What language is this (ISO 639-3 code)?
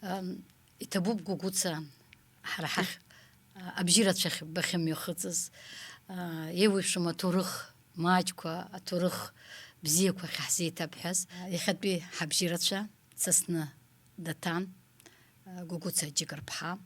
abk